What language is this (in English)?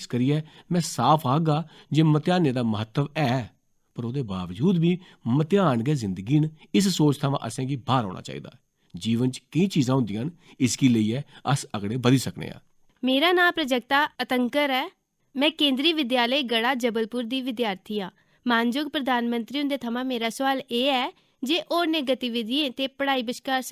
Dogri